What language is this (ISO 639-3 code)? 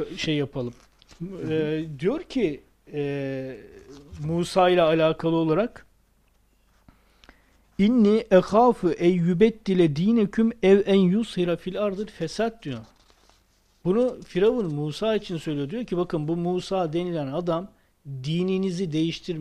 tur